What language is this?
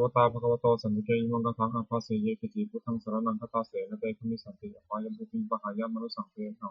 Pali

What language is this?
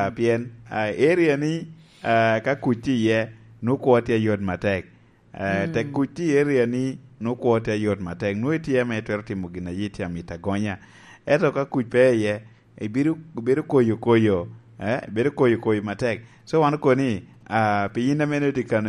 Lango (Uganda)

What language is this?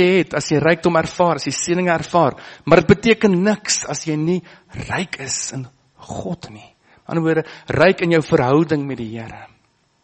Afrikaans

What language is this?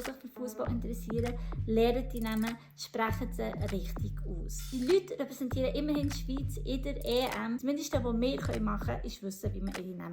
Swiss German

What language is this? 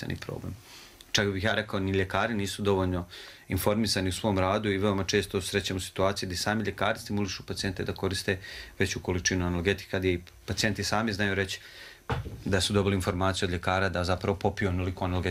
Serbian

